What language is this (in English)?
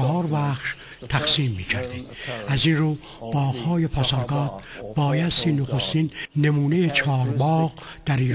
Persian